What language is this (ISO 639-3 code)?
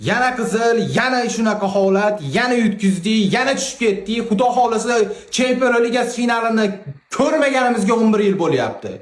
uzb